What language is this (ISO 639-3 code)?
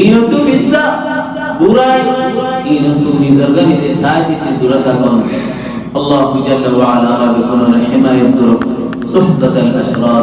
rhg